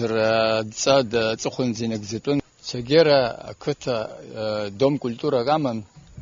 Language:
Abkhazian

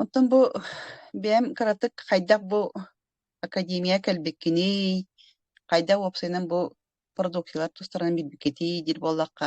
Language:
Yakut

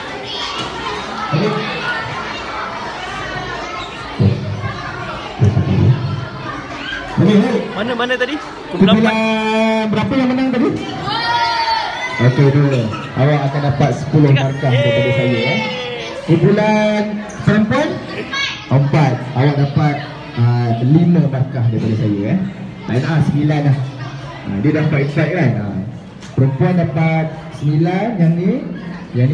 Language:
Malay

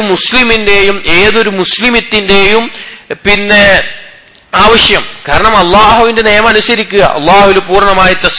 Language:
Malayalam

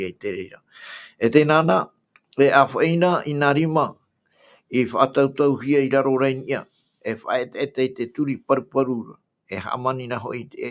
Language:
Tahitian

